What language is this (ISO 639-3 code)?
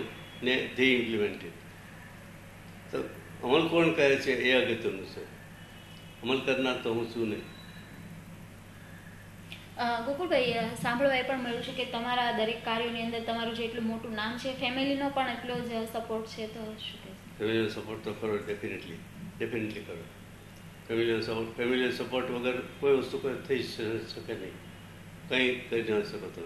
guj